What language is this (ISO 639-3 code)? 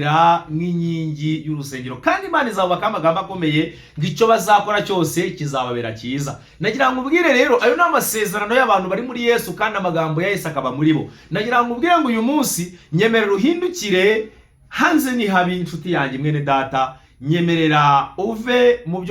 kin